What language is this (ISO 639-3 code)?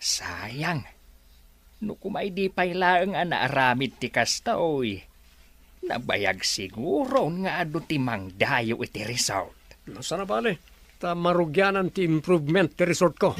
ilo